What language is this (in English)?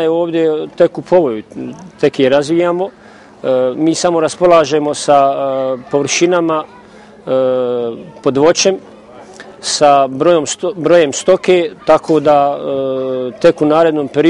Bosnian